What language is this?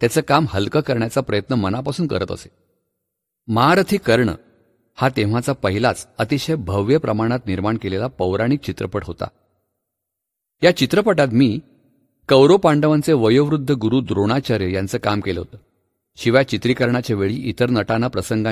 Marathi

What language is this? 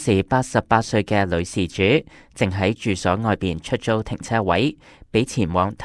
Cantonese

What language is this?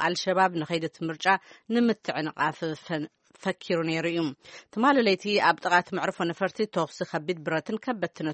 Tigrinya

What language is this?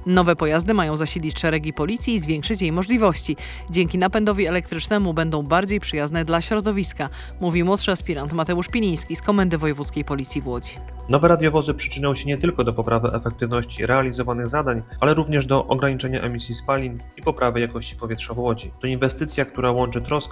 Polish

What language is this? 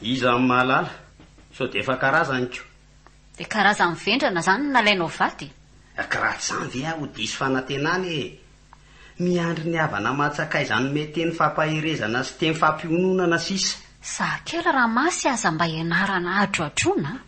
Malagasy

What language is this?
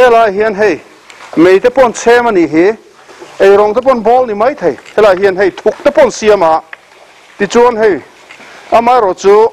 Mizo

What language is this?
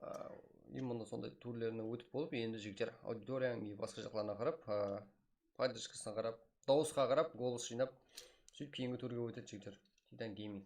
Kara-Kalpak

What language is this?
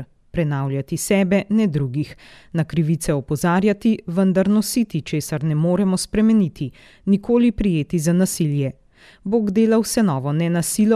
Slovenian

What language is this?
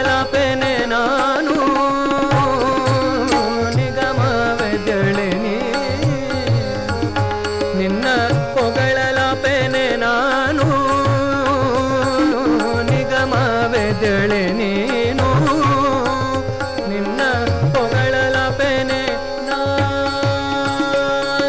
Kannada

